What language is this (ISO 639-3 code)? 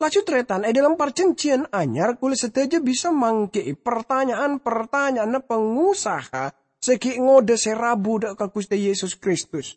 mad